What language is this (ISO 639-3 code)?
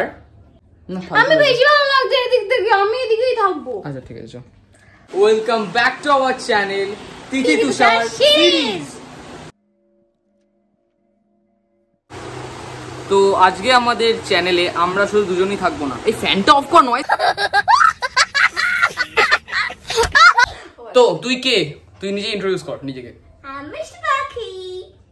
ben